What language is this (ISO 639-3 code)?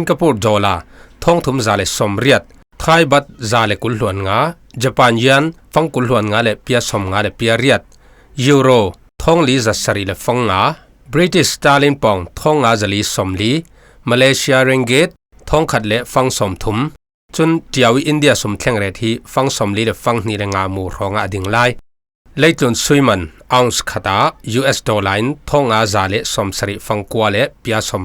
cfm